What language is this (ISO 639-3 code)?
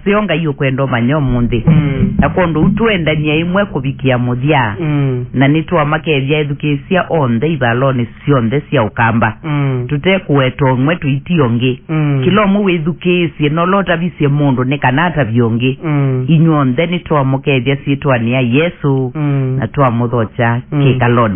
kam